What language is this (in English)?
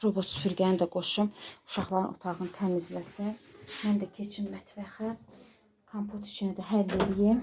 Azerbaijani